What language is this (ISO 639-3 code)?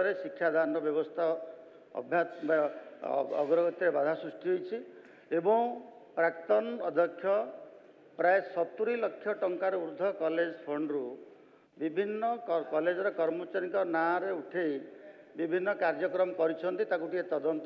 ori